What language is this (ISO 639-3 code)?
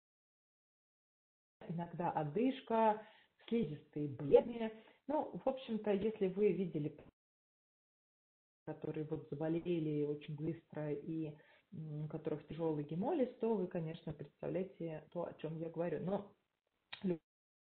rus